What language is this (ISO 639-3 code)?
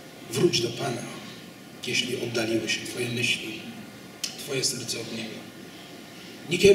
pol